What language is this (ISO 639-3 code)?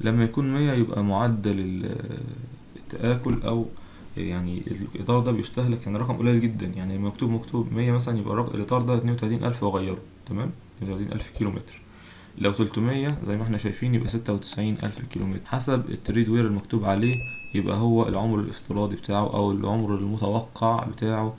arz